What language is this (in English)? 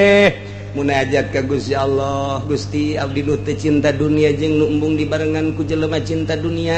Sundanese